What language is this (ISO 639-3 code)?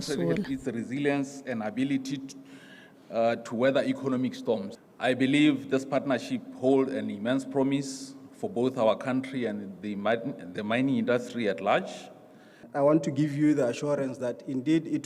tsn